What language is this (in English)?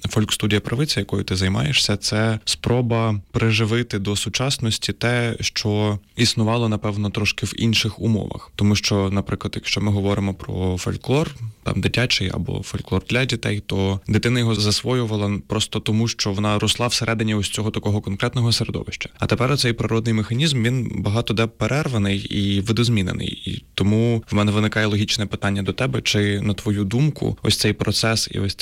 Ukrainian